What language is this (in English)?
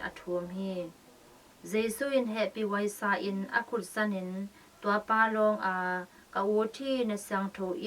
Tedim Chin